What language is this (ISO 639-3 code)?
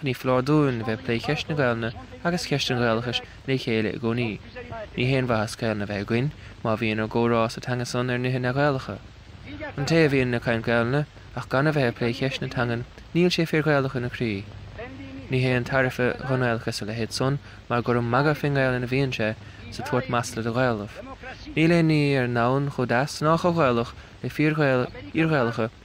gle